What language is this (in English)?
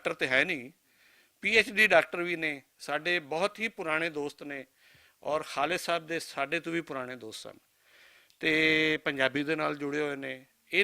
Western Panjabi